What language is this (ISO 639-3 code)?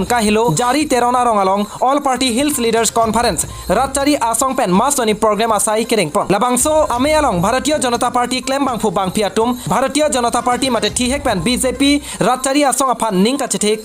mjw